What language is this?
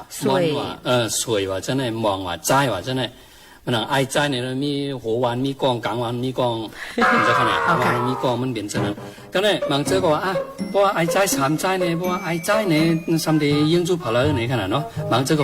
Shan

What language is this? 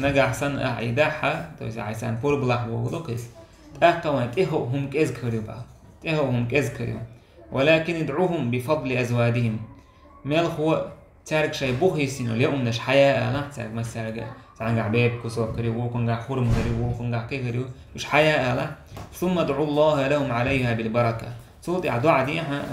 Chechen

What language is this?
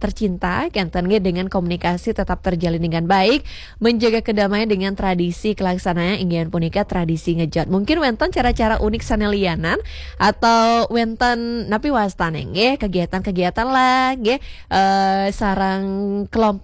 Balinese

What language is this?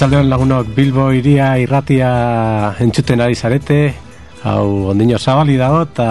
Basque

